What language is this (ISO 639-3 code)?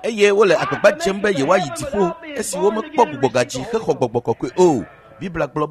ewe